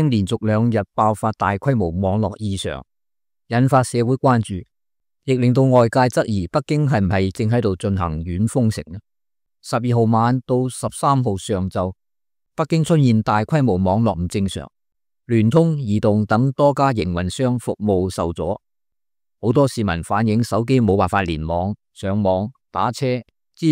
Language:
Cantonese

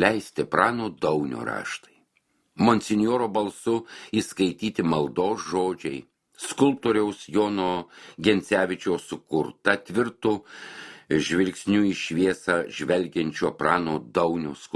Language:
Lithuanian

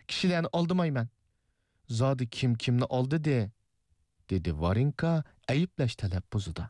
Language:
Uyghur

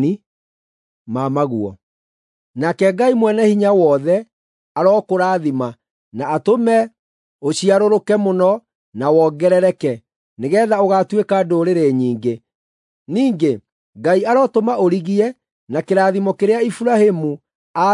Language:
Kikuyu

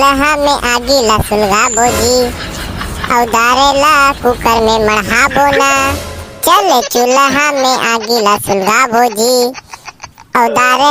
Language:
Chhattisgarhi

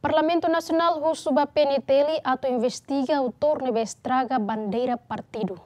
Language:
Tetum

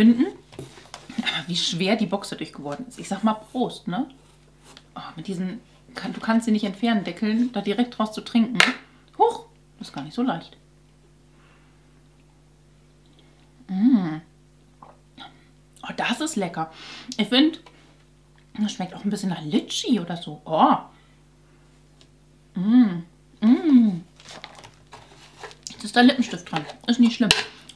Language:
German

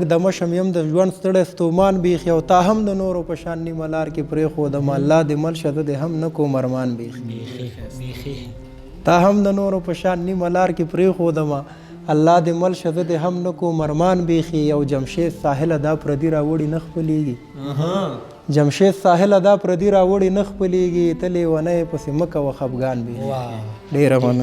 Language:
Pashto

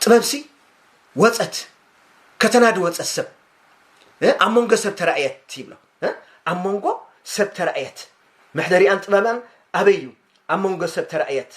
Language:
Tigrinya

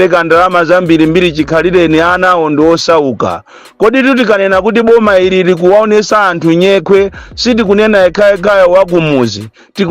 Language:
Nyanja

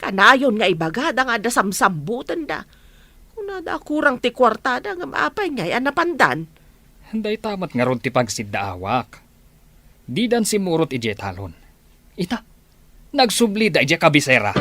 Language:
Iloko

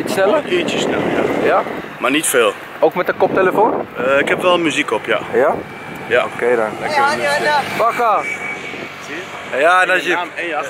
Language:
Dutch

